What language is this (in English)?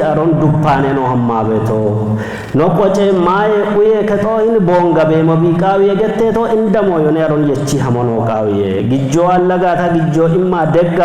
Kafa